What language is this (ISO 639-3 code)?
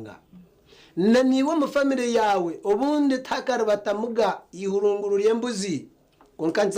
nyn